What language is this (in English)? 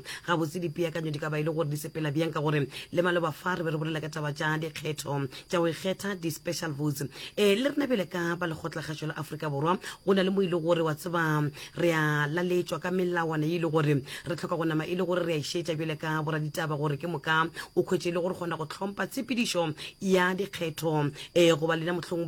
Northern Sotho